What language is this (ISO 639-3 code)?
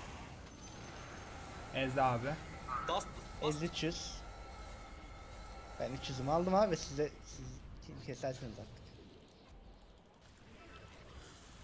tur